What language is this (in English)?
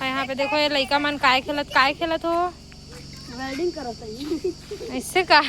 Chhattisgarhi